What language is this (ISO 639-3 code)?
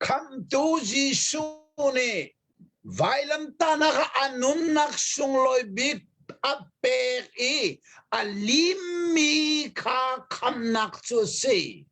cnh